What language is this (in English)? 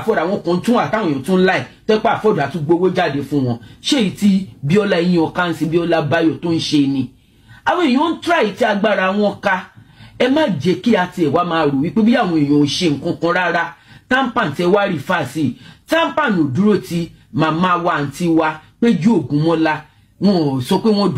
Yoruba